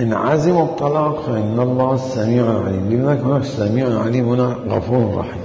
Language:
Mesopotamian Arabic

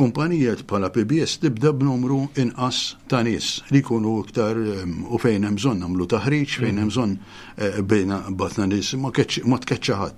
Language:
Maltese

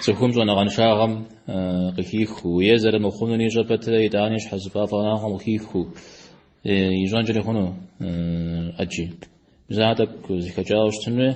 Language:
Kabardian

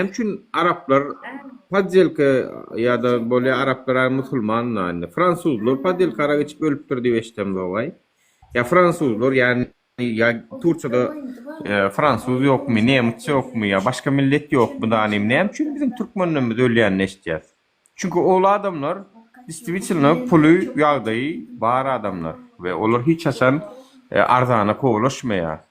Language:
Turkmen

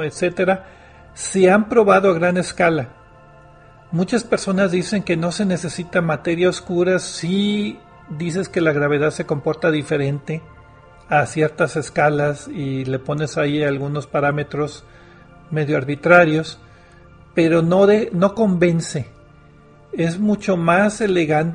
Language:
Spanish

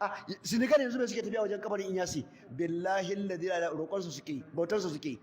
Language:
Hausa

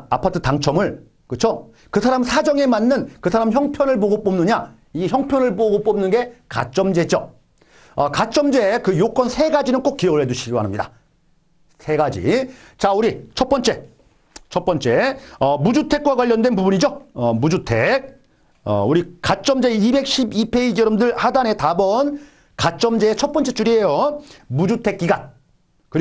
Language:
Korean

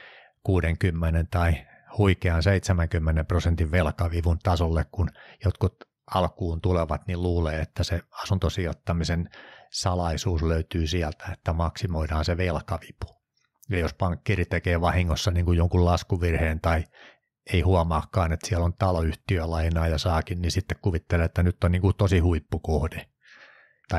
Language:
Finnish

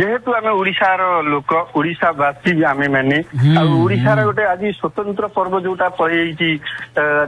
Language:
Odia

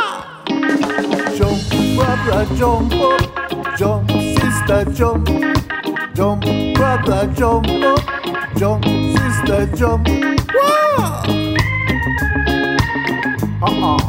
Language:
Basque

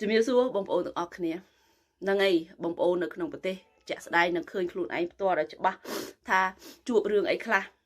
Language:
Khmer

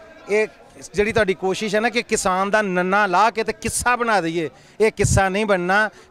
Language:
Punjabi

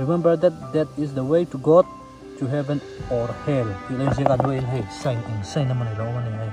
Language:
Mizo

